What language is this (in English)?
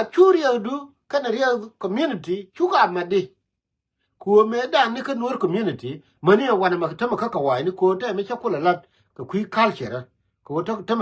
Nuer